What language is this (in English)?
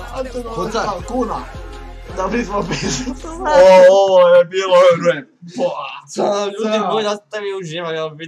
Croatian